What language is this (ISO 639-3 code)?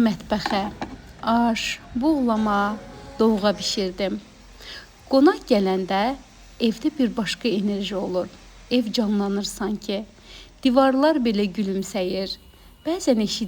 aze